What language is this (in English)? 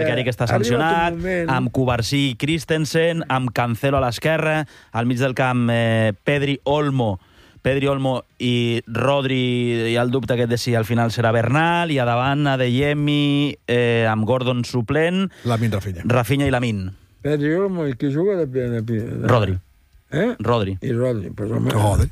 Catalan